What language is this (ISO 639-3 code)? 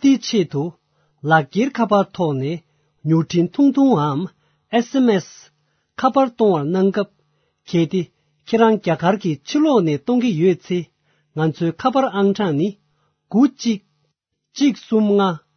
bod